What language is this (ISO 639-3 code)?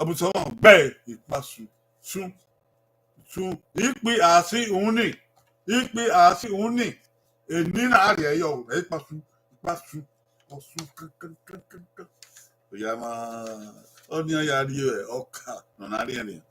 bin